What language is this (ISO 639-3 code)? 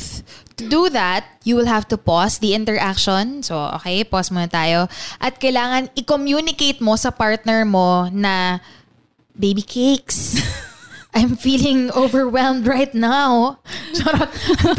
fil